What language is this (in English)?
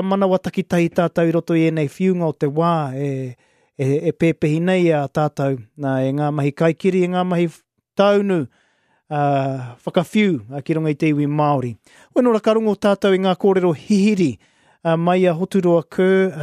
Māori